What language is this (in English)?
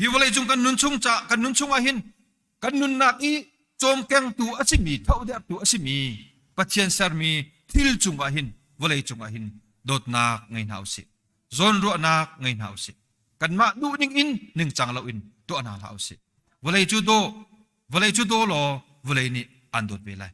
Hakha Chin